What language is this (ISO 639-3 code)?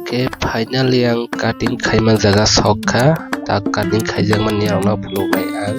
trp